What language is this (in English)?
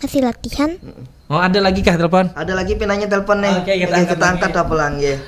Banjar